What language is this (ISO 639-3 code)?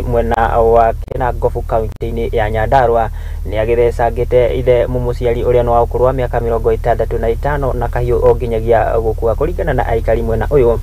kik